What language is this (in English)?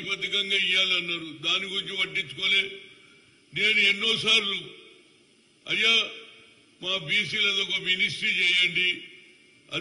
Telugu